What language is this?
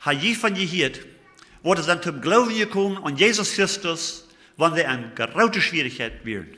Plautdietsch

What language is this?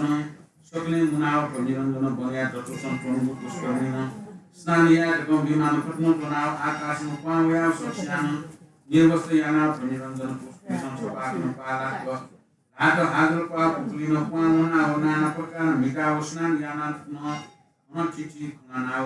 Newari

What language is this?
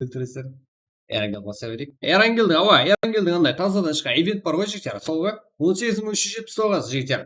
Kara-Kalpak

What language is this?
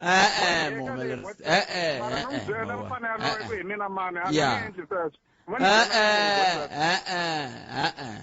Tsonga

